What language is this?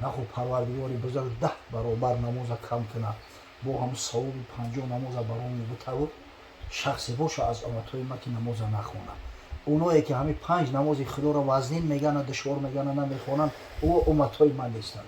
Tajik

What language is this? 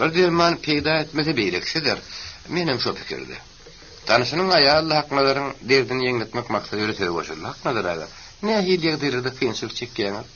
Turkmen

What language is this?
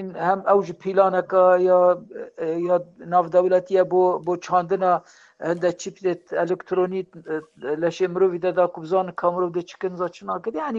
Kurdish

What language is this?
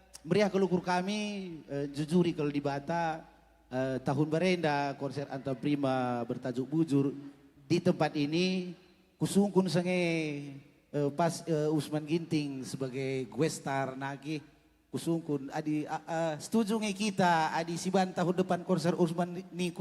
Batak Karo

